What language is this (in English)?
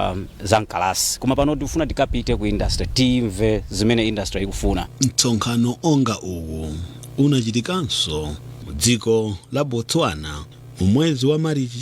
Nyanja